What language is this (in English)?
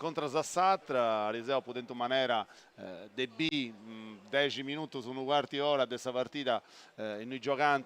Sardinian